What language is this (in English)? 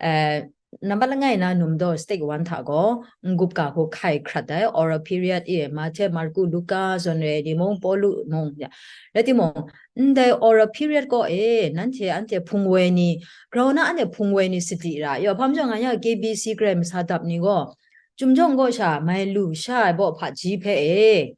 Kachin